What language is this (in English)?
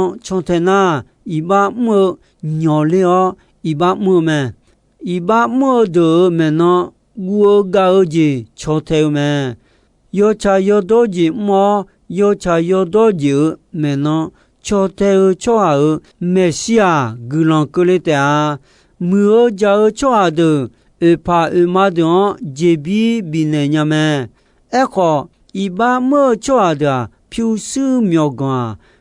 Akha